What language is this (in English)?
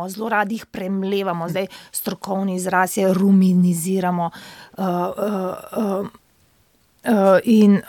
Slovenian